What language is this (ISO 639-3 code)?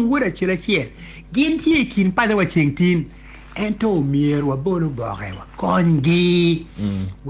ach